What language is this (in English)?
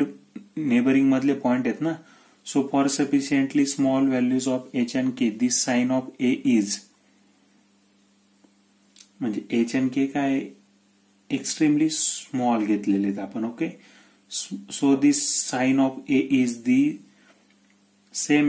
Marathi